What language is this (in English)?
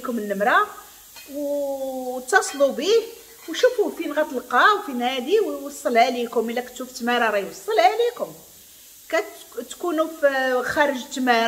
Moroccan Arabic